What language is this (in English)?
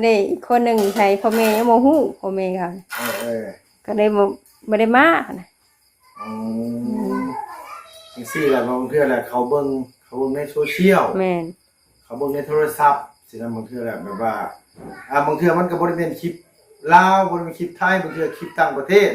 Northeastern Thai